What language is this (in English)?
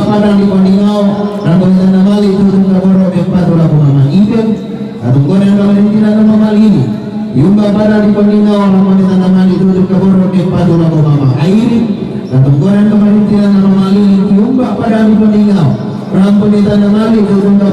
Toraja-Sa'dan